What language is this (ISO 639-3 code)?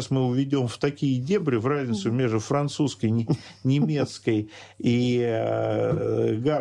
rus